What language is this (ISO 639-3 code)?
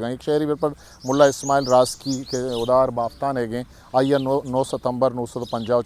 bgp